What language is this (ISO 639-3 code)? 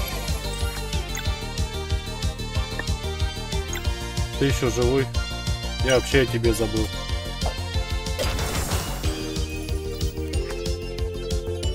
rus